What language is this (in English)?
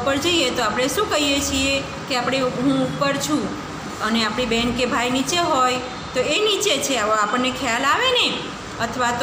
Gujarati